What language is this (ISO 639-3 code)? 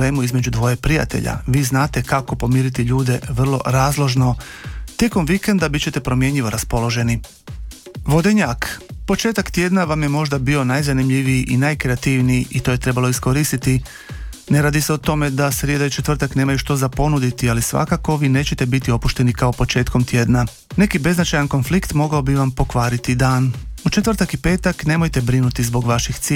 hrv